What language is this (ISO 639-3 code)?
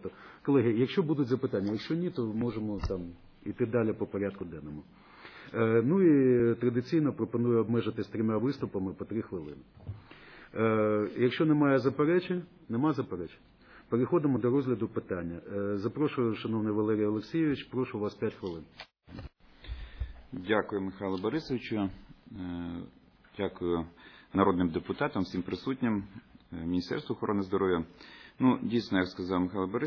ukr